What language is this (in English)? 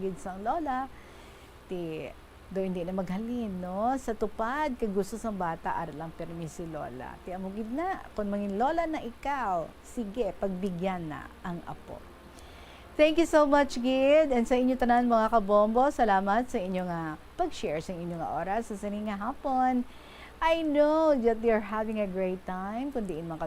Hiligaynon